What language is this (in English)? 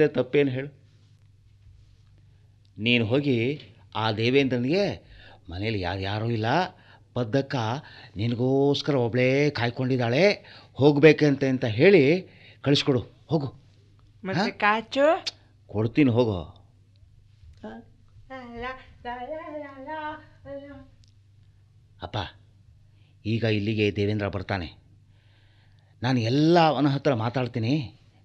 Kannada